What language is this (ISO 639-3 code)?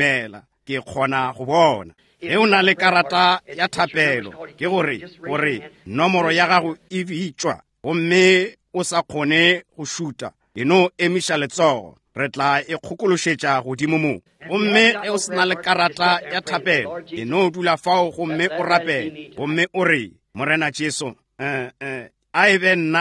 nso